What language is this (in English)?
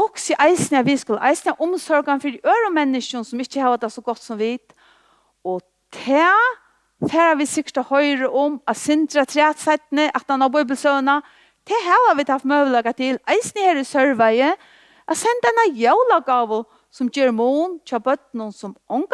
Faroese